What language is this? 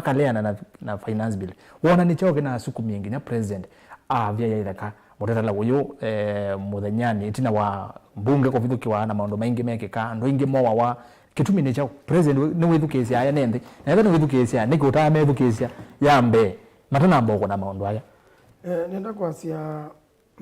Kamba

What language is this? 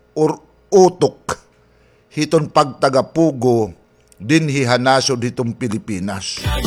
Waray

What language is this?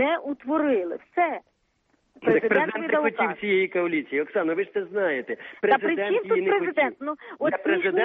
Ukrainian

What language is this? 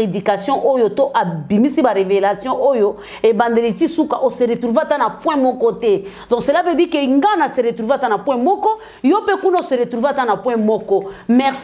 Lingala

